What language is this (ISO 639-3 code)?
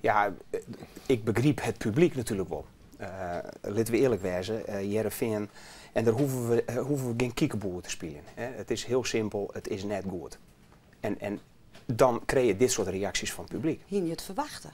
fry